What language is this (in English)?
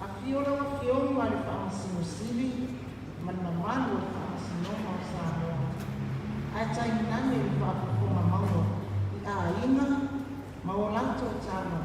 Samoan